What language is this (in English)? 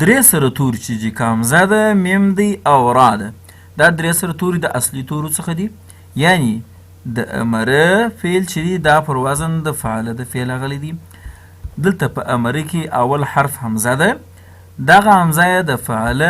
Pashto